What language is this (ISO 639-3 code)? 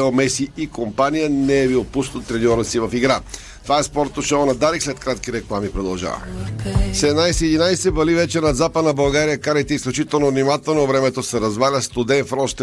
bul